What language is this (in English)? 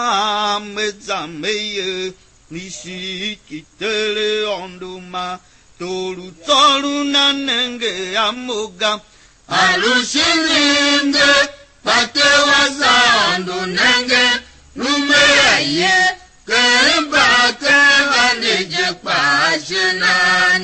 Tiv